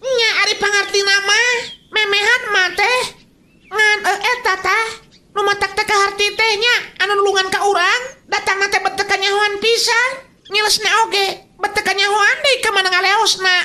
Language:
Sundanese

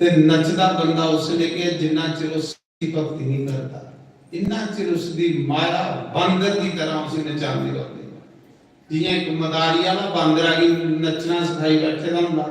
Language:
Dogri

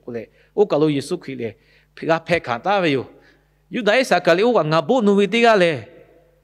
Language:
Lahu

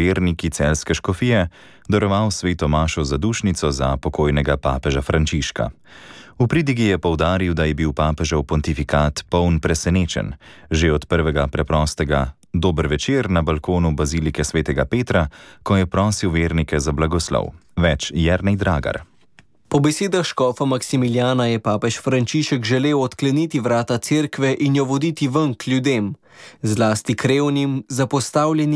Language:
Slovenian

